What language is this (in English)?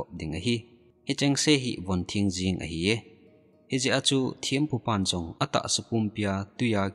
Thado Chin